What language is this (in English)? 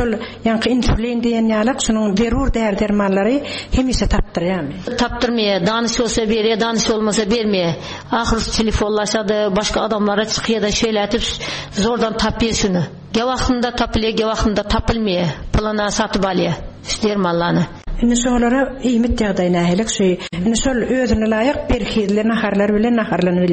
Turkmen